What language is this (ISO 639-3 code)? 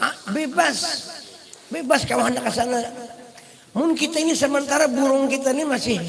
bjn